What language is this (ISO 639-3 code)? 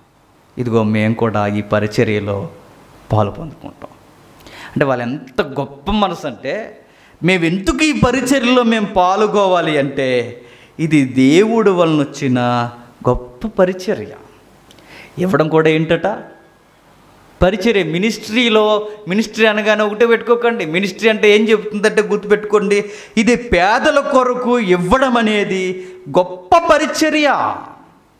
tel